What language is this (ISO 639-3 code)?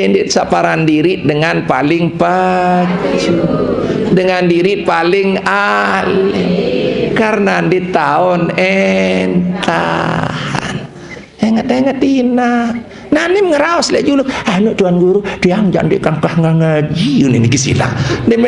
sas